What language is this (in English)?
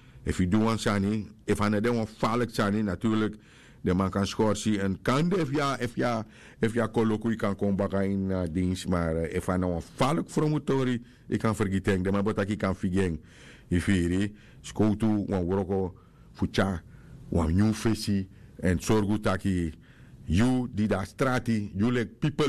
Sranan Tongo